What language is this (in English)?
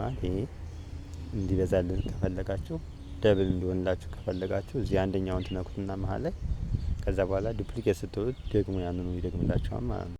Amharic